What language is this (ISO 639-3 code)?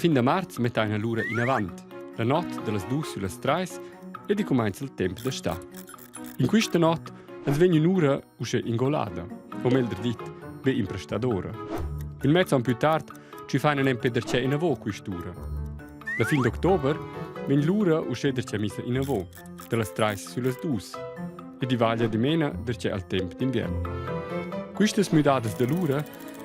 roh